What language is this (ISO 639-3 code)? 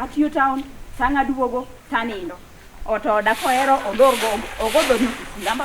luo